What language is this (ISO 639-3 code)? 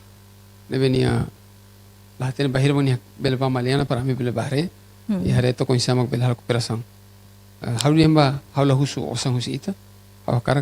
tet